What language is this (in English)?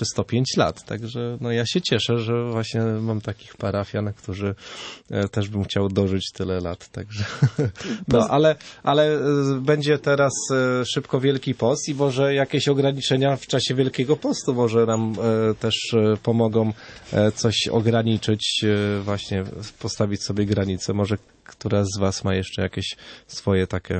Polish